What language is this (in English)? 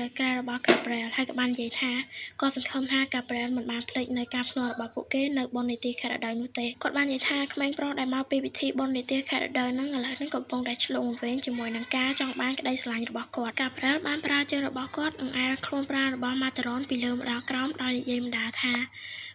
Khmer